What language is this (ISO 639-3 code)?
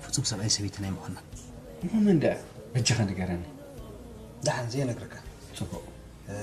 tir